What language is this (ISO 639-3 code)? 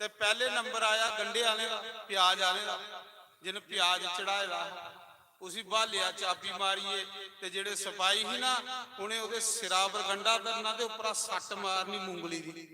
doi